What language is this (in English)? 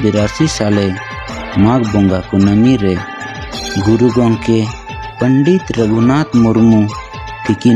Santali